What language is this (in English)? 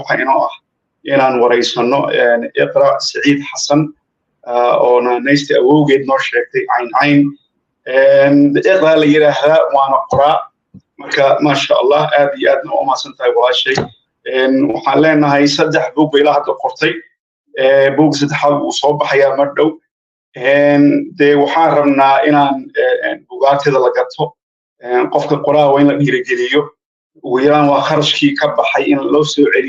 Somali